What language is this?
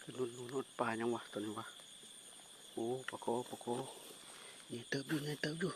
Lao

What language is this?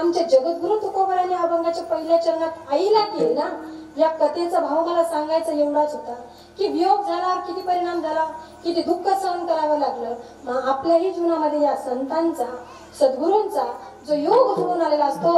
Marathi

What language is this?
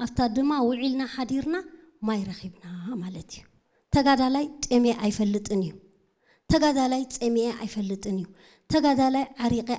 Tigrinya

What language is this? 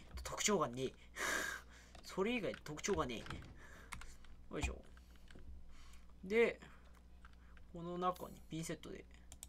Japanese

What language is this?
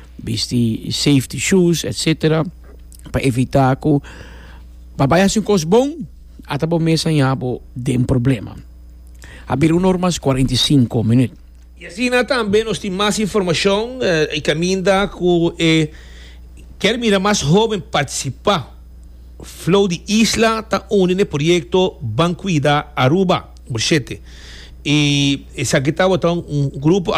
Papiamento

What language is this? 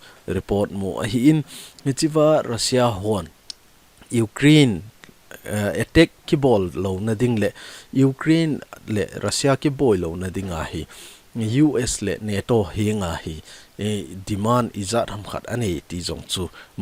Thado Chin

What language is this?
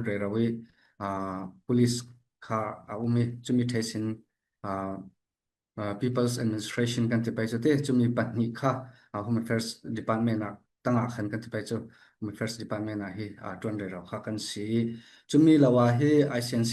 Falam Chin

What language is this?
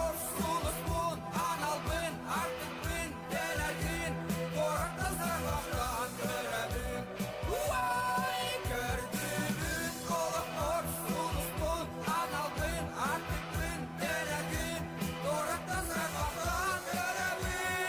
Yakut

